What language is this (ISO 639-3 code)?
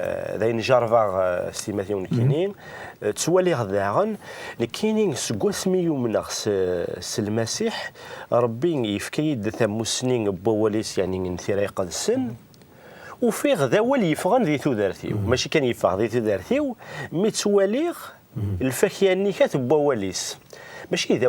kab